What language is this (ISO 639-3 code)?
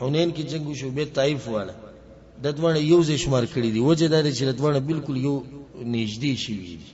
pus